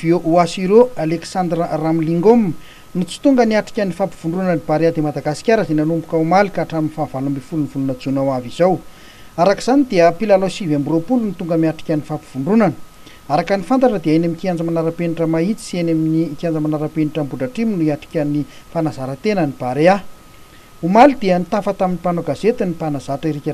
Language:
Malagasy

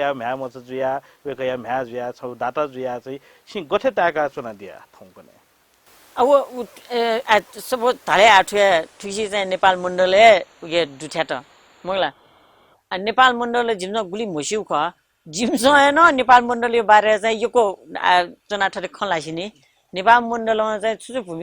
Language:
Newari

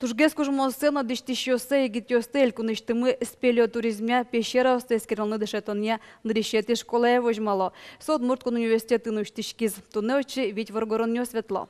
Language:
Udmurt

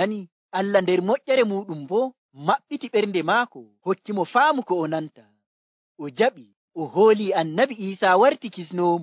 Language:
Nigerian Fulfulde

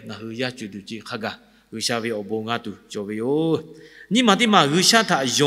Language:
Lahu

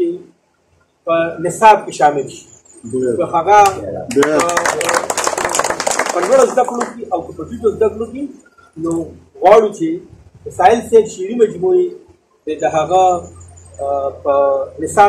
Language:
Pashto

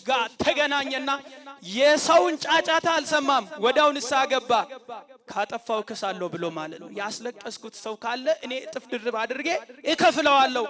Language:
Amharic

